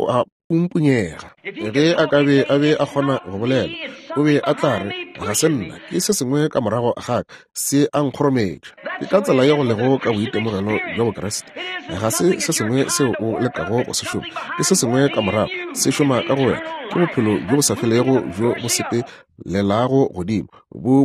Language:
Northern Sotho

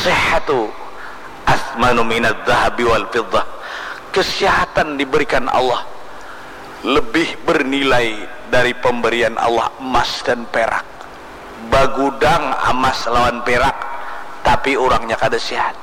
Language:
Banjar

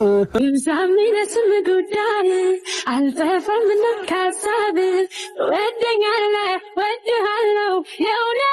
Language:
Amharic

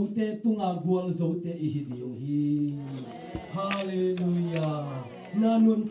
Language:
Tedim Chin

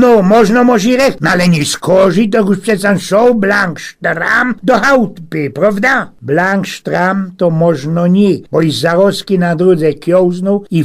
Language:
Silesian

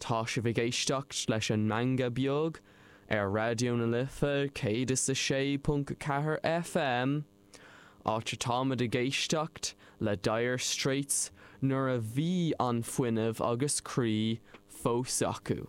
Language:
Irish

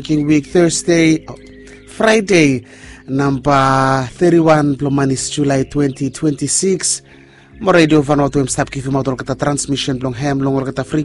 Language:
Bislama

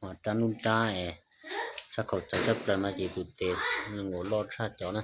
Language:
Hmong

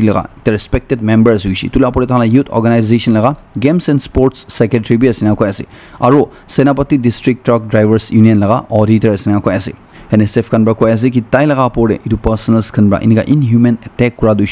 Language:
Naga Pidgin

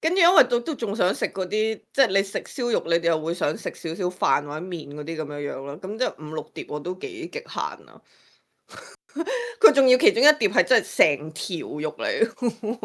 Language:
Cantonese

